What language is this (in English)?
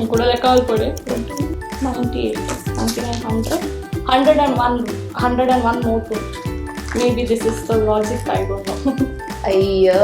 Tulu